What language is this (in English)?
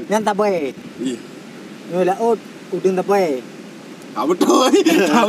Achinese